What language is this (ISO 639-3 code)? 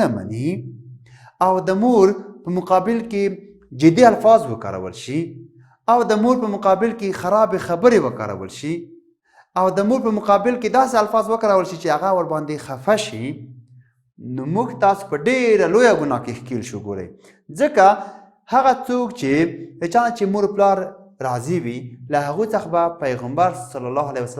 pus